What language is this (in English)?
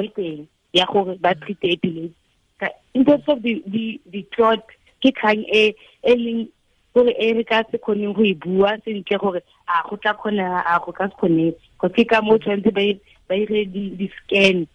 Tswana